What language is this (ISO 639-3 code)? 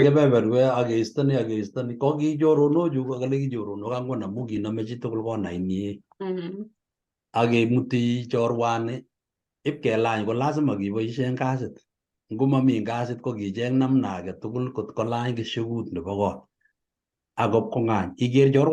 kln